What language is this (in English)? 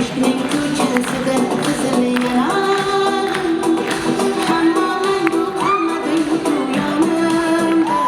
Kara-Kalpak